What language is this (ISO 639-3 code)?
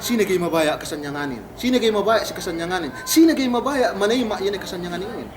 yka